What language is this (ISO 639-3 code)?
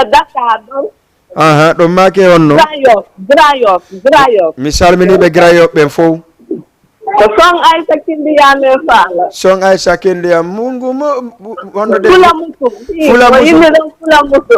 ful